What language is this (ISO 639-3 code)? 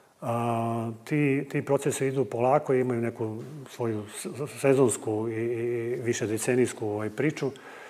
srp